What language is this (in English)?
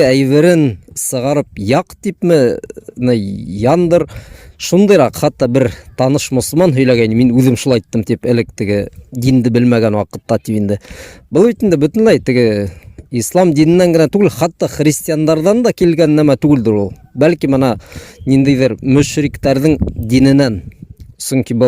Bashkir